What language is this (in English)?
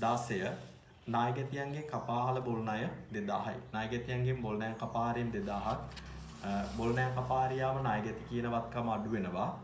Sinhala